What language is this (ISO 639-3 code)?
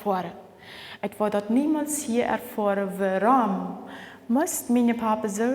pdt